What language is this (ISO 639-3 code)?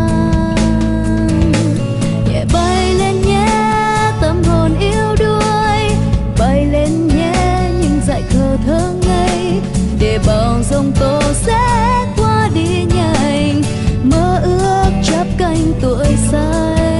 vie